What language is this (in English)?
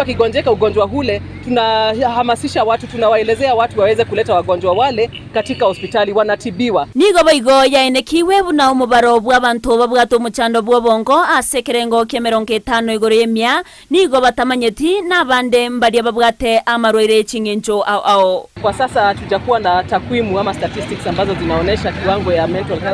Gusii